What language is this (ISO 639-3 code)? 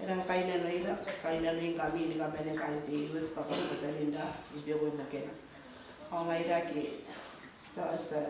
gil